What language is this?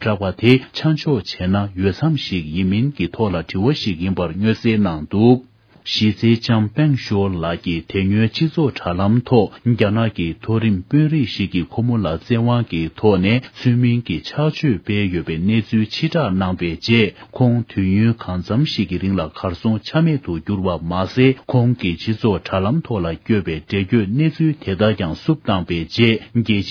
Tibetan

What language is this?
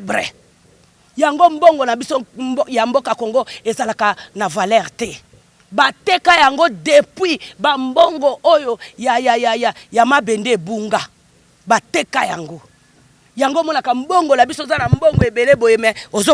Lingala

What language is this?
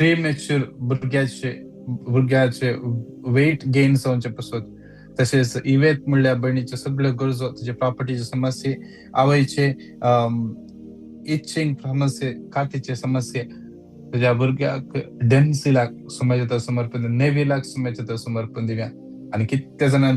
Konkani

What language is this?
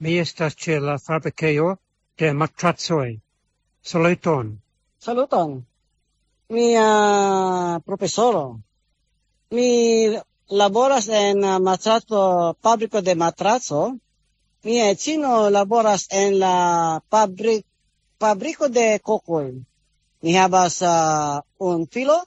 Esperanto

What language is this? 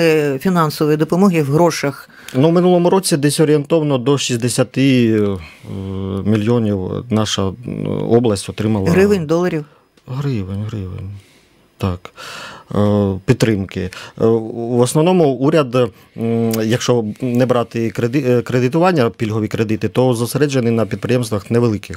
Ukrainian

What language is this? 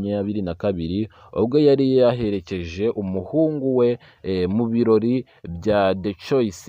Kinyarwanda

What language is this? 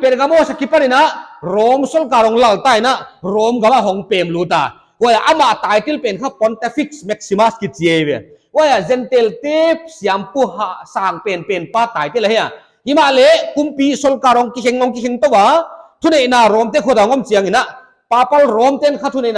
Paite Chin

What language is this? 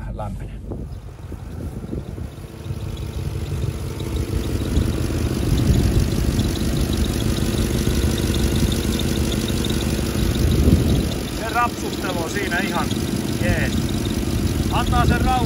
Finnish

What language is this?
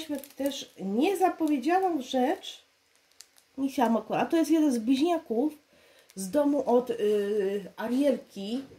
Polish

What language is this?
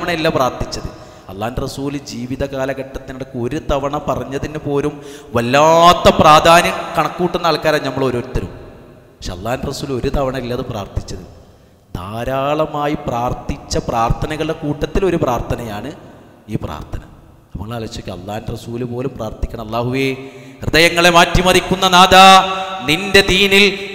Malayalam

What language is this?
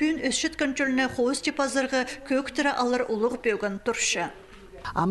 Khakas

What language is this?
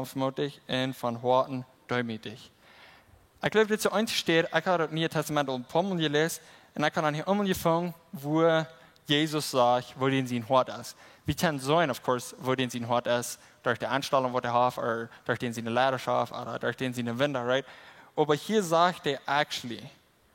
Plautdietsch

